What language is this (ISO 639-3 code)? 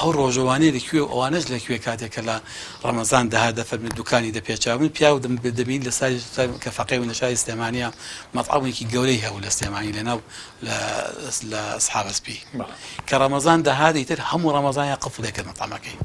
ckb